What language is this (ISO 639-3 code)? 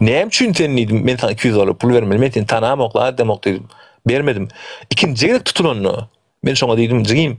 tuk